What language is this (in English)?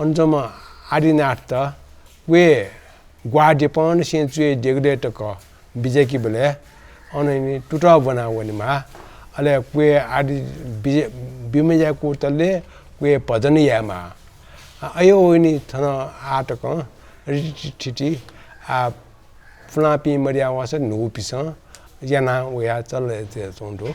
Newari